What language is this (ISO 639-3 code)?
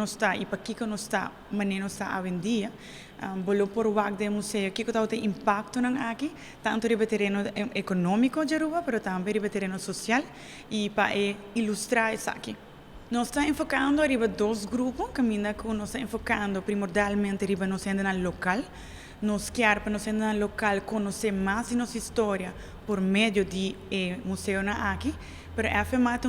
pap